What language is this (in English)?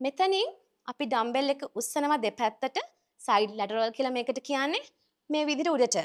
Sinhala